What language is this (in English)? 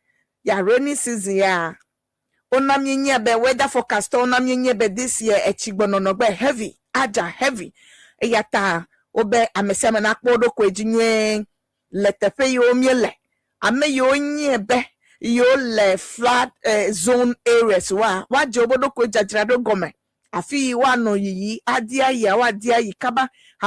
Ewe